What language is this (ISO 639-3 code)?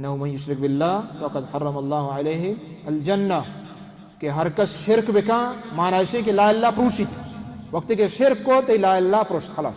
bal